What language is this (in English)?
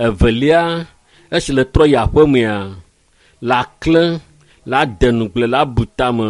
Ewe